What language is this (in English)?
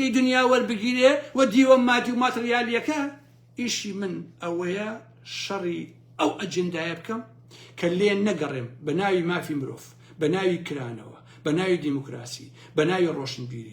Central Kurdish